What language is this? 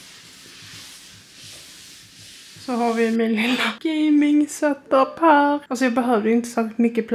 Swedish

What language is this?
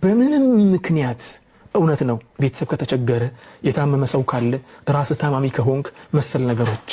Amharic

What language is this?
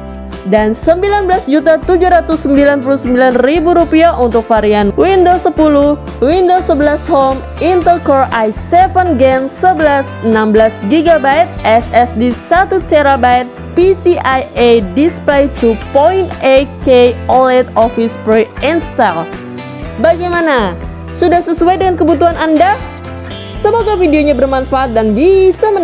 Indonesian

